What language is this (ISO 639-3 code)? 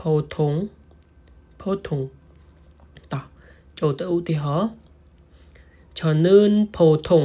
khm